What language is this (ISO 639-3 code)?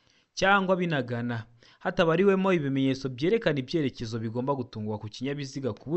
kin